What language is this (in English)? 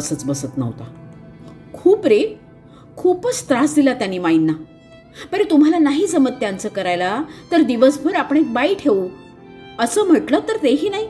Marathi